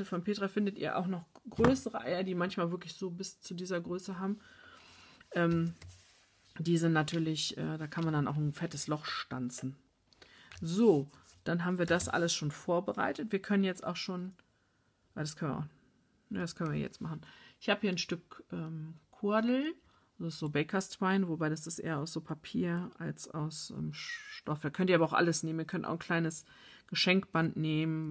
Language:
German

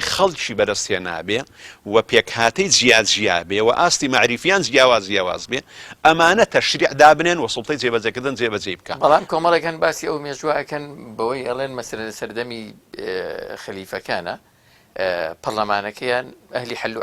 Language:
Central Kurdish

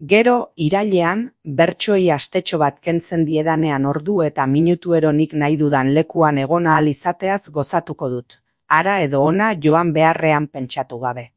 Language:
Basque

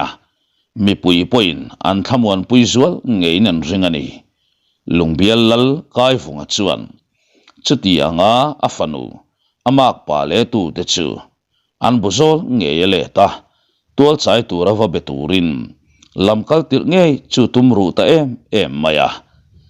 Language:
Mizo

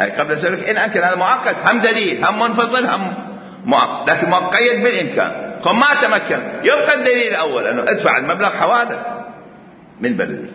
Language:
Mesopotamian Arabic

